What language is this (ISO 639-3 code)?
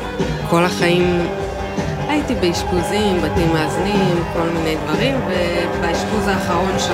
heb